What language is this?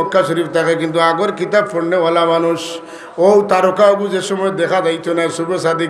Sylheti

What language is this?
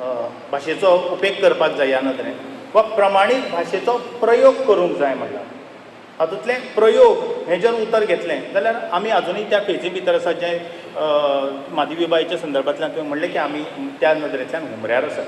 Konkani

